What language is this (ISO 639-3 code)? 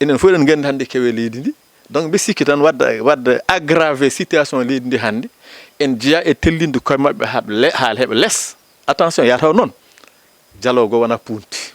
ful